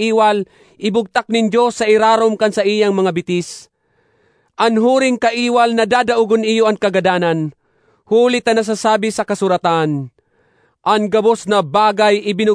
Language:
Bikol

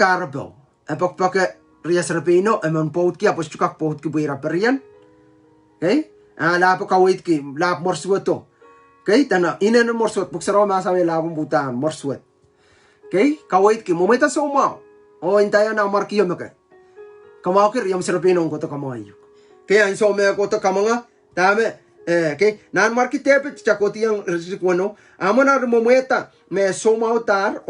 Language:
Pohnpeian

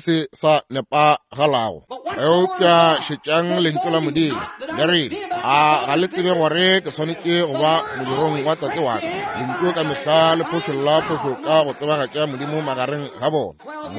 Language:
Northern Sotho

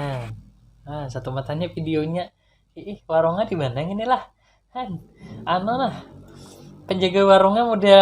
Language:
Banjar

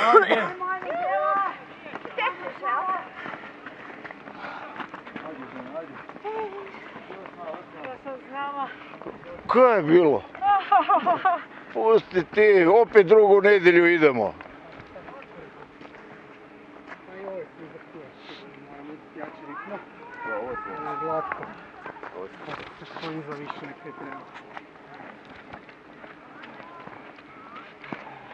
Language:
Croatian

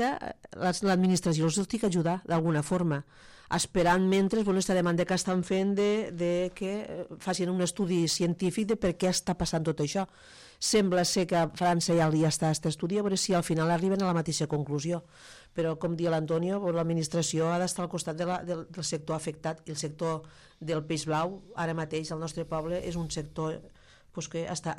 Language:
Catalan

